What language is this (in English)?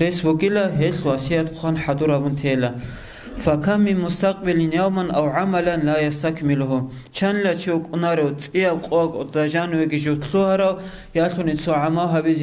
Avaric